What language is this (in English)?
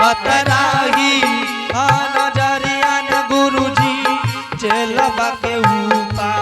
Angika